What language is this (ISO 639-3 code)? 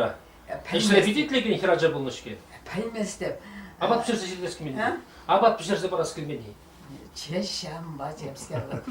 chv